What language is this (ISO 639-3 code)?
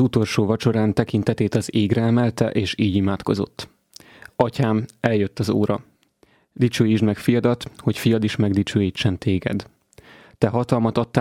hun